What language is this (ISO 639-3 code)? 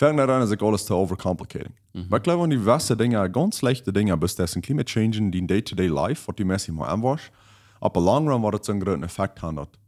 pdt